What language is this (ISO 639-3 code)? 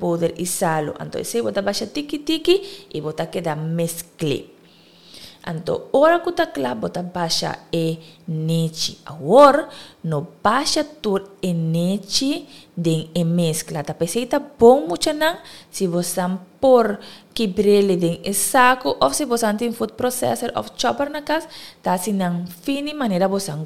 pap